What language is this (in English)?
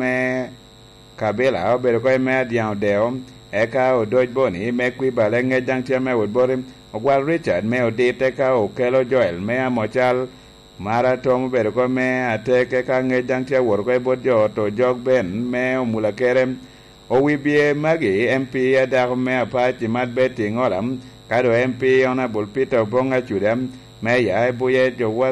Lango (Uganda)